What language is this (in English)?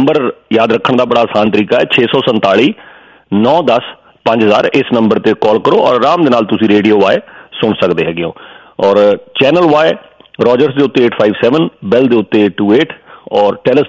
Punjabi